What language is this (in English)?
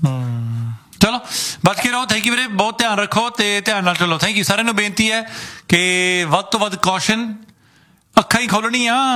Punjabi